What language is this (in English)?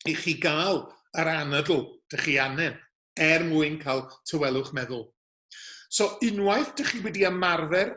Welsh